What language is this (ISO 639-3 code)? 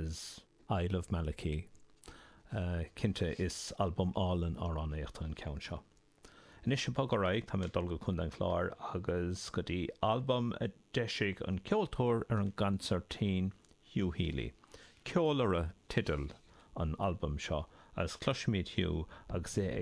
gle